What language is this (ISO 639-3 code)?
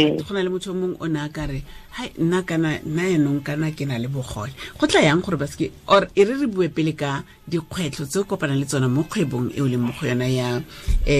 tsn